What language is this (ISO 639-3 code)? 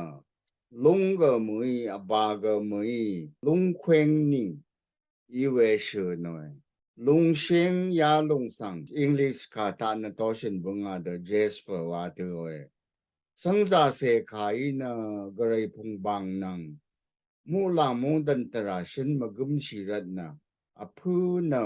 raw